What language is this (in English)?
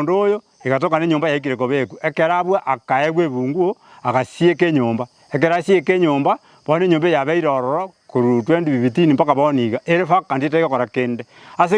Gusii